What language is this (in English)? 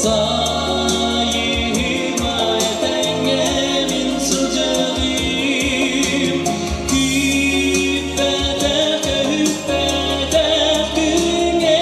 Yakut